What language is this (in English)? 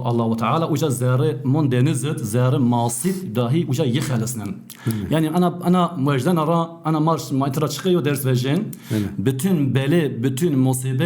Zaza